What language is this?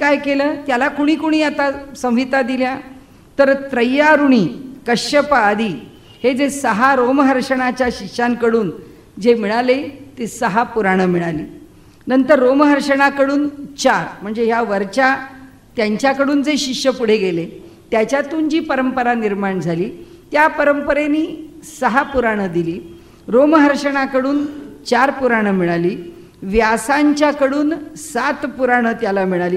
Marathi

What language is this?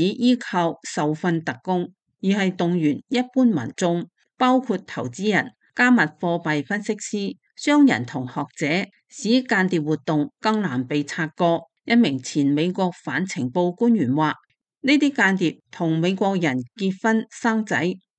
Cantonese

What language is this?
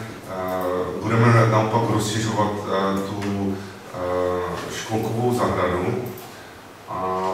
Czech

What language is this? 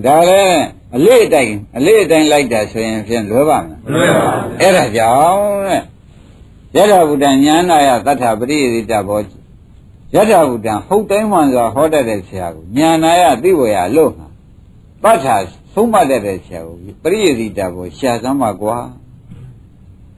Burmese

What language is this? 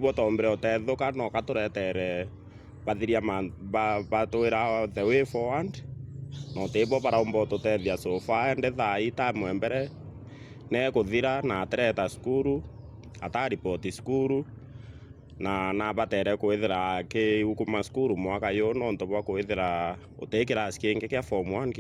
Meru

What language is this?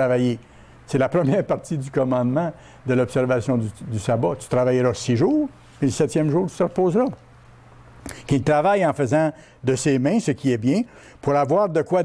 French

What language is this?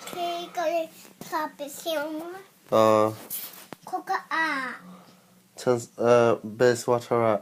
Hakha Chin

